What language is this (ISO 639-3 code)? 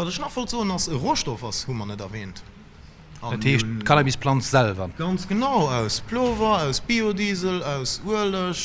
ltz